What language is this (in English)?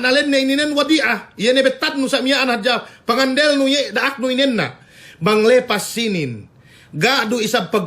Yakan